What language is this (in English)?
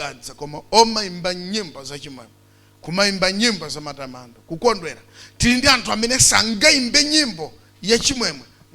Nyanja